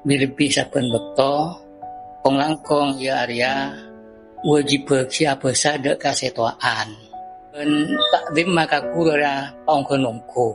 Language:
Madurese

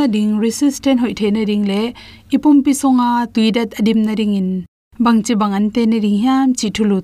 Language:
Tedim Chin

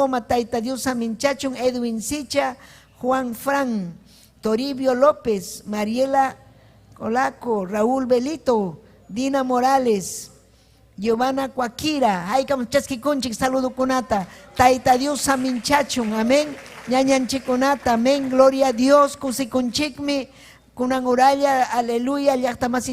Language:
Ayacucho Quechua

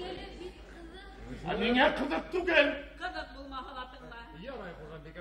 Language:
Bashkir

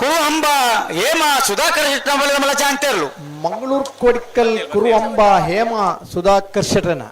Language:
Tulu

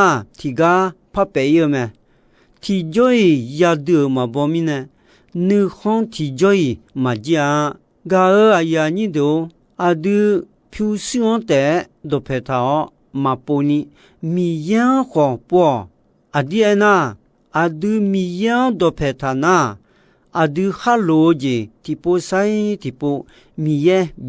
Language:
Akha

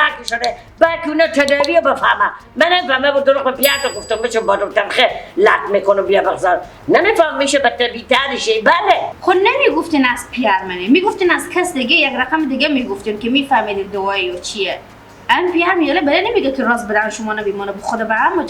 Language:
Persian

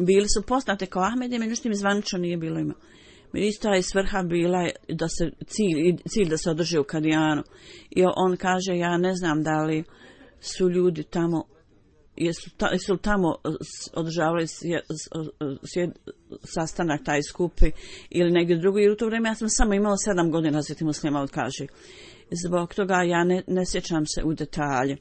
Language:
Bosnian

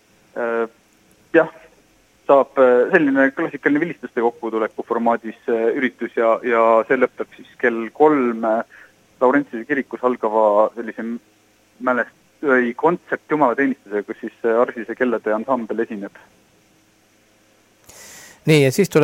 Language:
Estonian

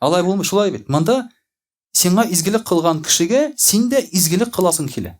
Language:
Tatar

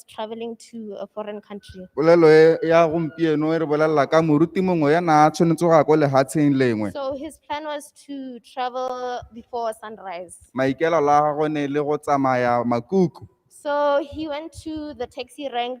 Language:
Tswana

